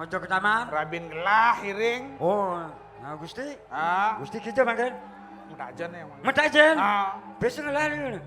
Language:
Balinese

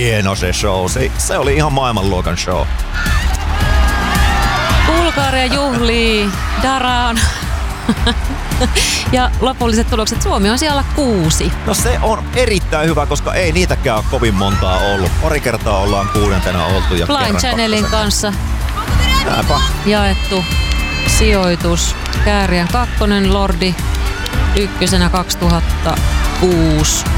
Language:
Finnish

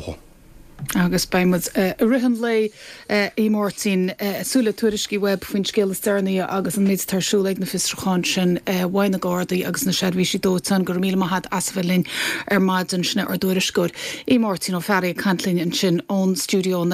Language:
Irish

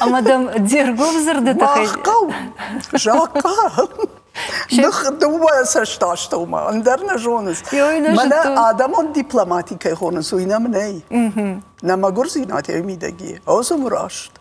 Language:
Ossetic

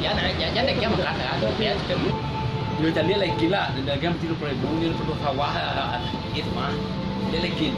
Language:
Minangkabau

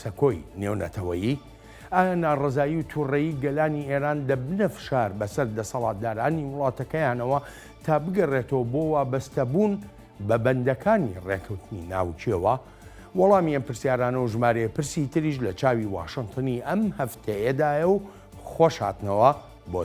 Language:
Central Kurdish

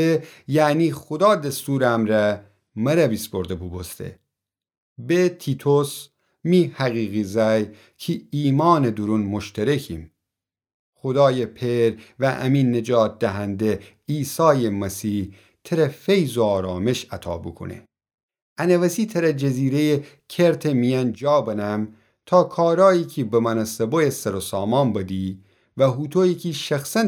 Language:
Gilaki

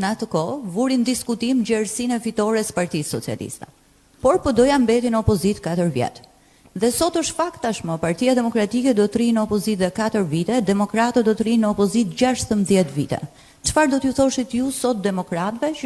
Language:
Albanian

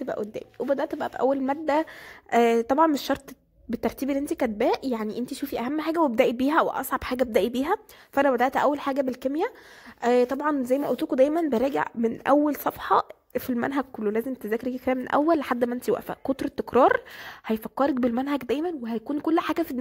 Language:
Egyptian Arabic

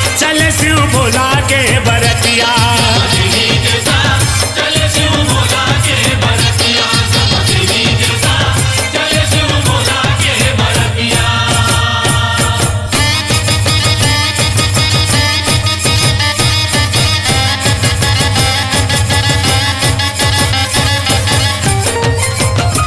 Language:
Chhattisgarhi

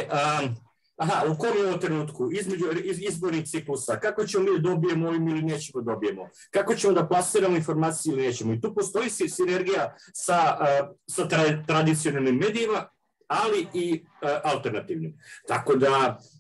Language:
Serbian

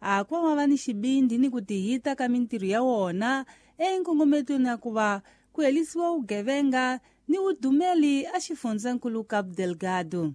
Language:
Tsonga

